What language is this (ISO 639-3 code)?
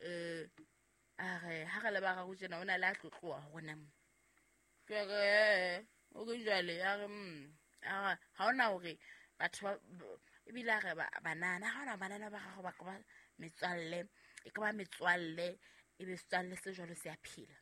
sot